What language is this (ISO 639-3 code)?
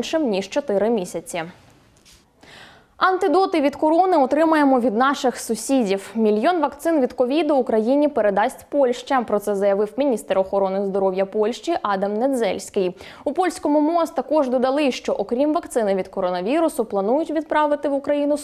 ukr